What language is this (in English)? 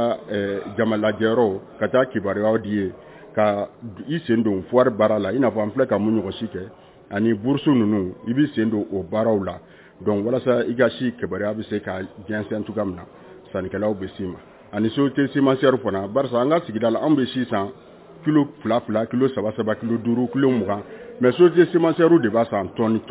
Bambara